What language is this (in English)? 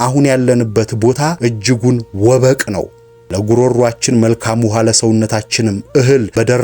Amharic